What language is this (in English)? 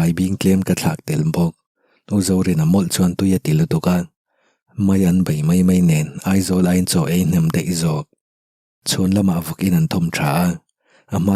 Mizo